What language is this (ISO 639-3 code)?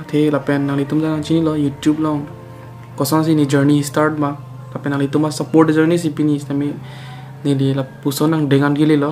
mjw